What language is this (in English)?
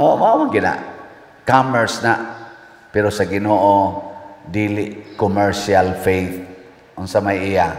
Cebuano